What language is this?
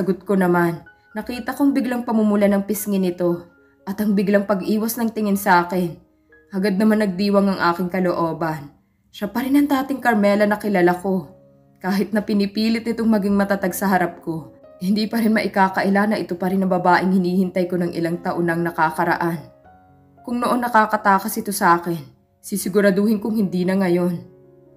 Filipino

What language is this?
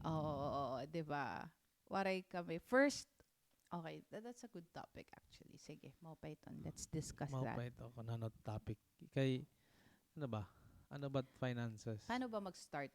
Waray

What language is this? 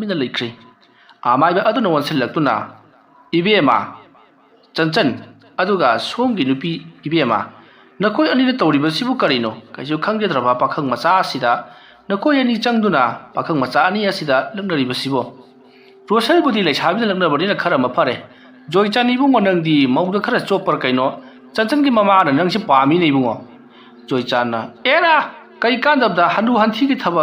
Manipuri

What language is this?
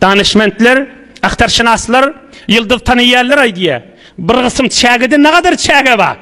Turkmen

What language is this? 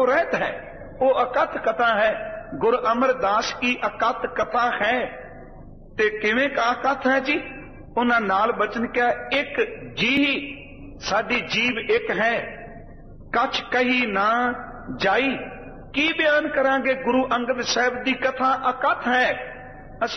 Punjabi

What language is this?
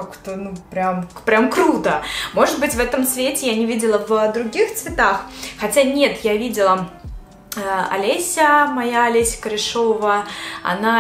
Russian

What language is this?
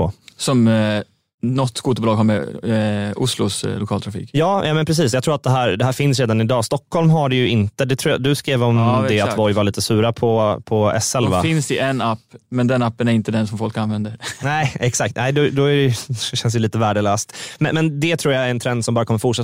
Swedish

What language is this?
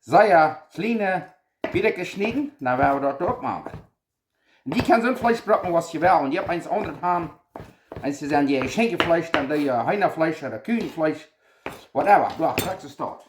Plautdietsch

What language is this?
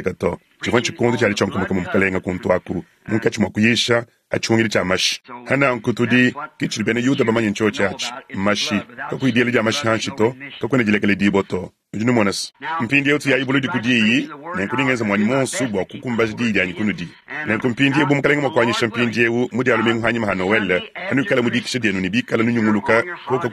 Luba-Lulua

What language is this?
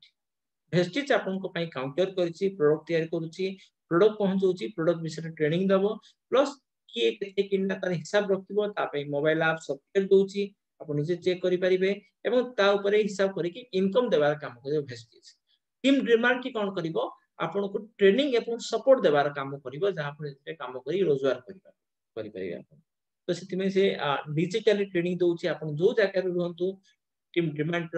Odia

